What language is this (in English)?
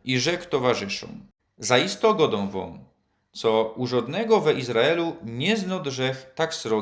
Silesian